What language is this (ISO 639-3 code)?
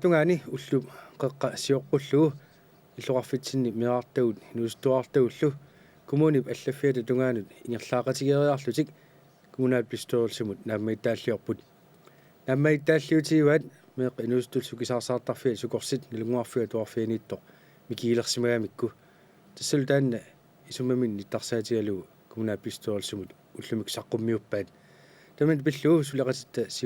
kal